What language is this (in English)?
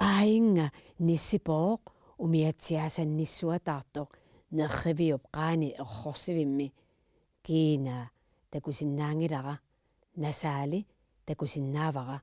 Kalaallisut